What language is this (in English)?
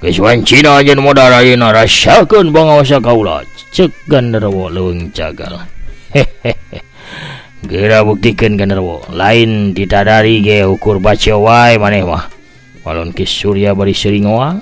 Sundanese